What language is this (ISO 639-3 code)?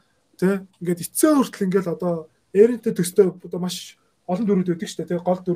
mon